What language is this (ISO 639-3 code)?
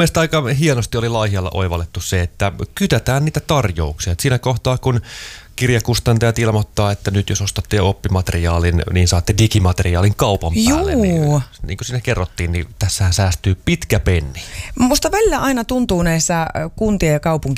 fin